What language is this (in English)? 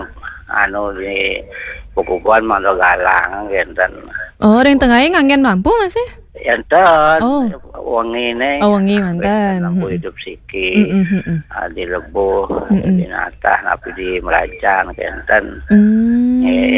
Balinese